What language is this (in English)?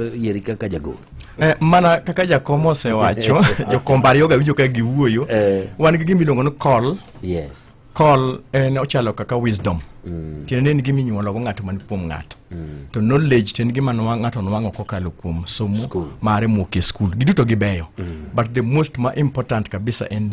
Luo (Kenya and Tanzania)